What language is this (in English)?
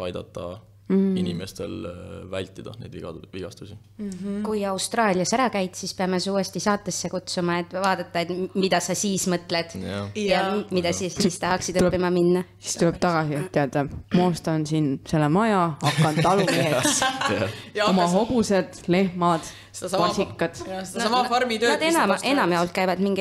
Estonian